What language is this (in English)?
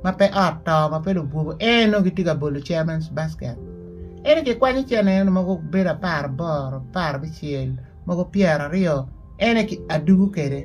Acoli